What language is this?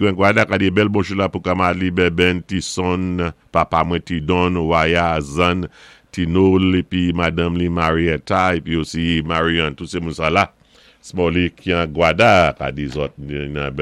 Saint Lucian Creole French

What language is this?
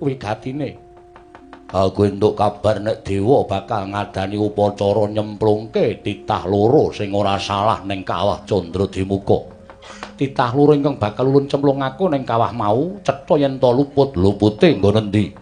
Javanese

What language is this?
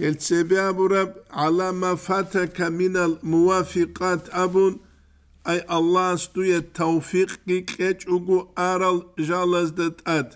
Avaric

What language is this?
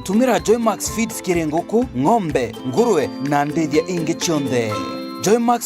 Meru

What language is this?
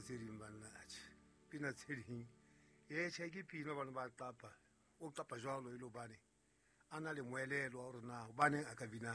Southern Sotho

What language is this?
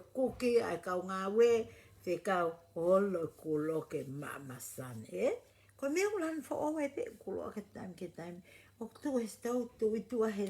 Tongan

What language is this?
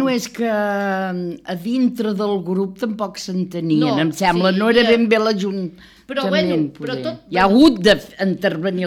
Catalan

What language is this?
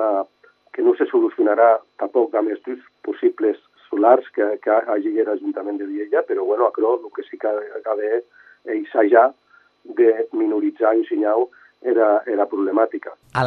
Catalan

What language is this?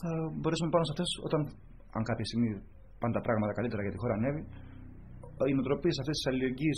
Greek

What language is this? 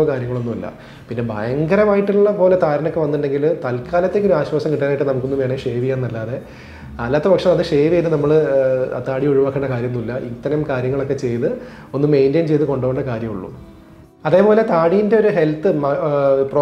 Malayalam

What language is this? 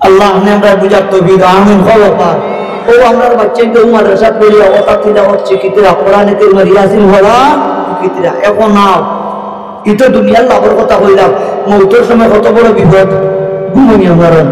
Sylheti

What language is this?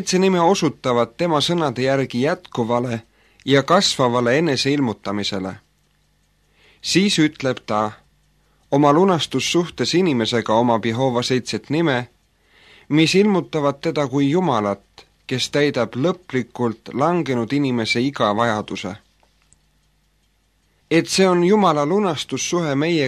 Estonian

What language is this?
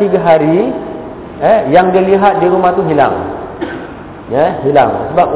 Malay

